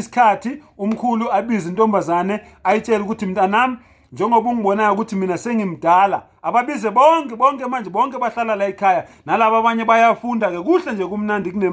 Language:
Zulu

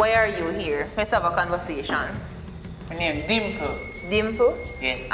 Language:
Jamaican Creole English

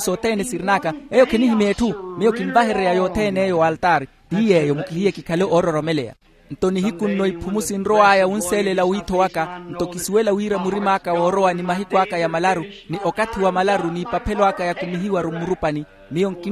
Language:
Makhuwa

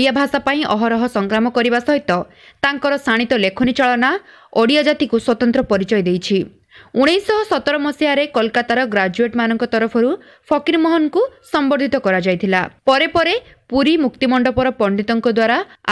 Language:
Odia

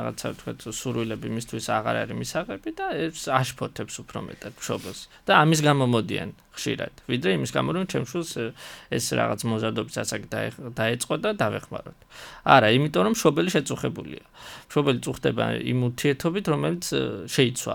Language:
Georgian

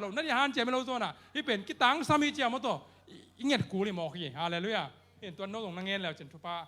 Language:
Tedim Chin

